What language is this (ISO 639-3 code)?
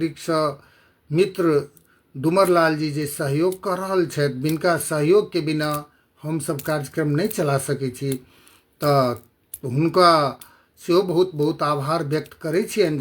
mai